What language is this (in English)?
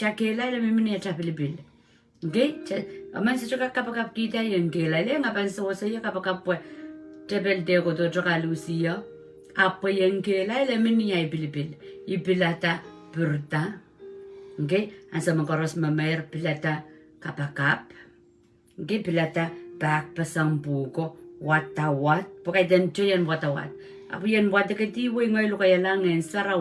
Pohnpeian